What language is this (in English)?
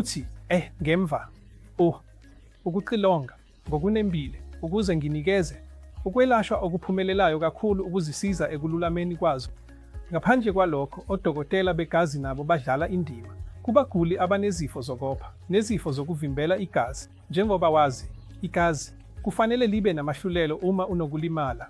Zulu